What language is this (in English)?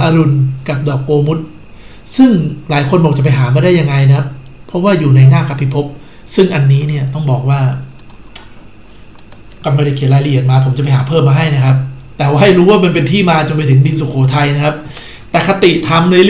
Thai